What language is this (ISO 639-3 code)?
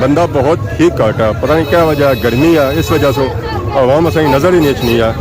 phr